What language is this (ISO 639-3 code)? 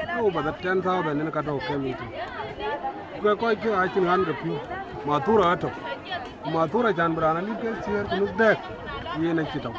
din